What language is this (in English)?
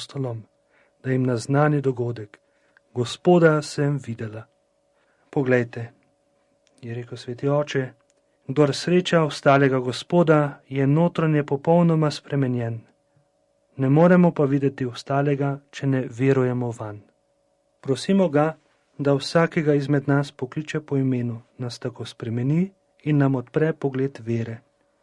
Slovenian